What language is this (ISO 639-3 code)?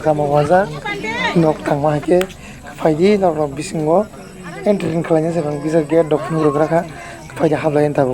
trp